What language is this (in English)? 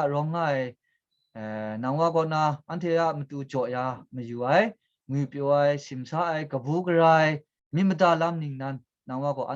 Kachin